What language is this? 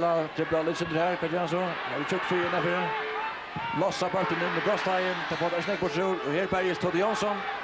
Faroese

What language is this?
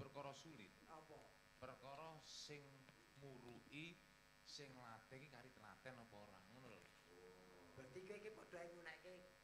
Javanese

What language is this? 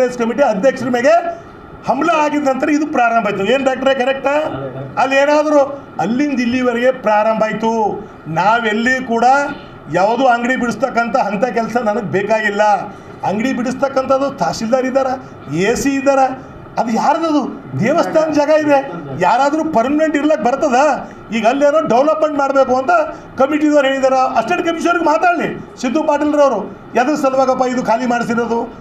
Kannada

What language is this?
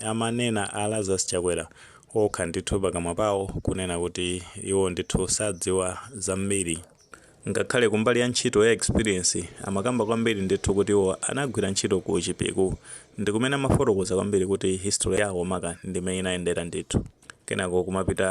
Nyanja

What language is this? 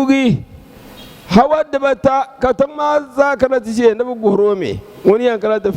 Dagbani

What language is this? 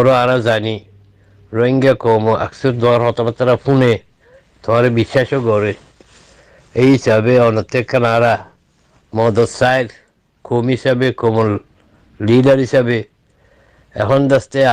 Rohingya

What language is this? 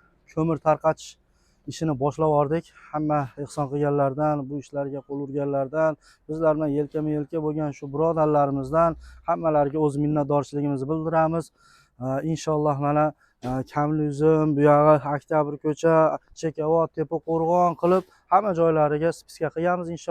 Uzbek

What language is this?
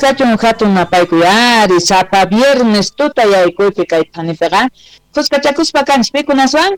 South Bolivian Quechua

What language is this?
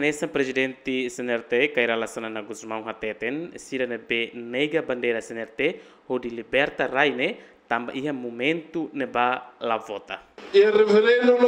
Tetum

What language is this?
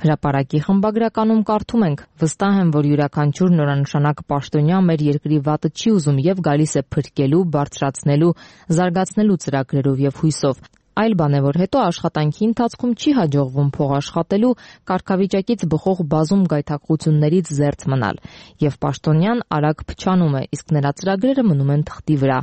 Armenian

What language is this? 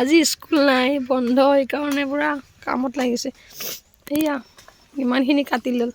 Assamese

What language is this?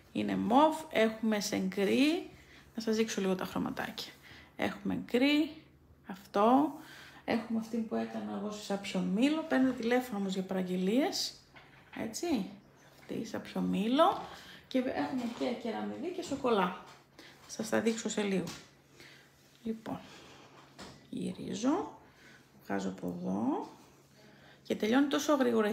Greek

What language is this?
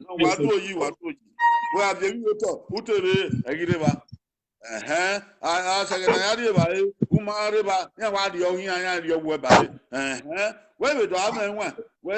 Bini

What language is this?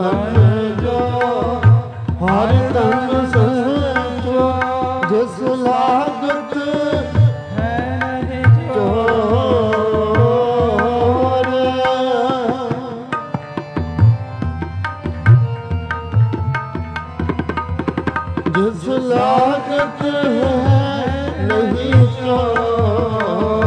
Punjabi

